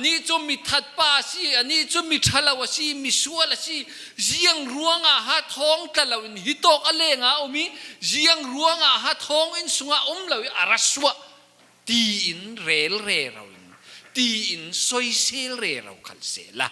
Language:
Falam Chin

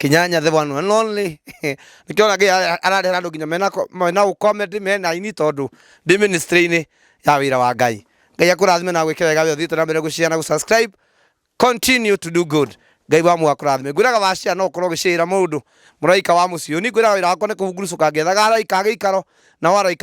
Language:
Kikuyu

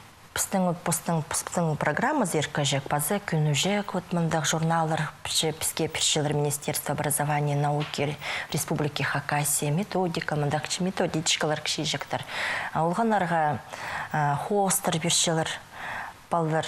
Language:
Khakas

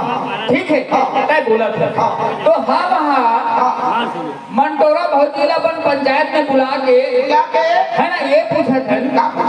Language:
Chhattisgarhi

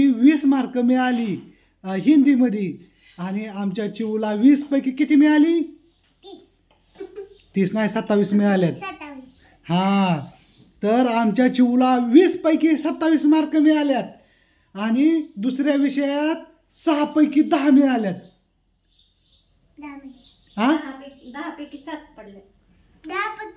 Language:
Marathi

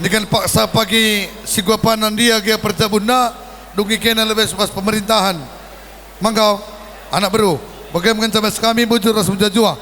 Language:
Batak Karo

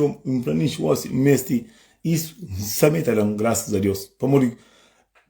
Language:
Kabuverdianu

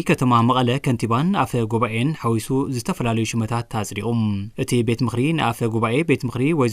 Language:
Tigrinya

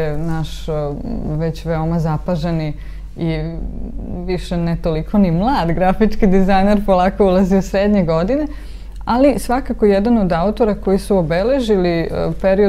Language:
Serbian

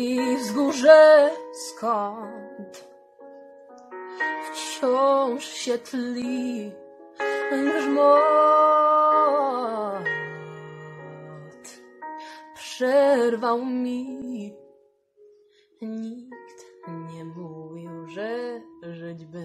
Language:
Polish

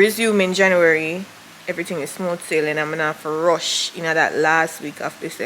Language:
Jamaican Creole English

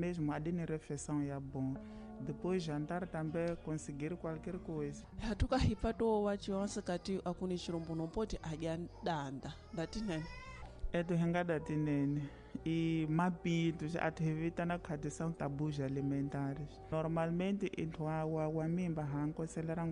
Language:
Tsonga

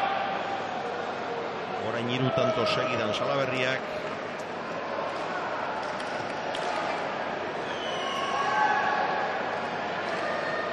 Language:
Basque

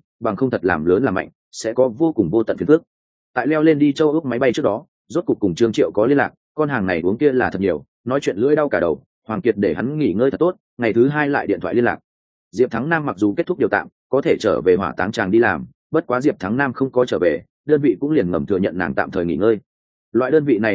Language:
Vietnamese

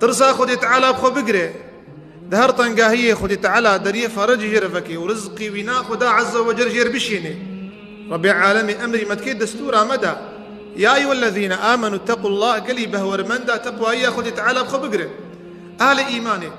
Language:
Kurdish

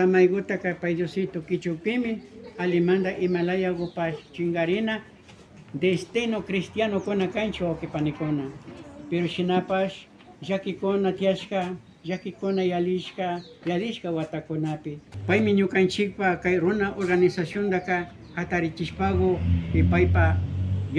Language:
Imbabura Highland Quichua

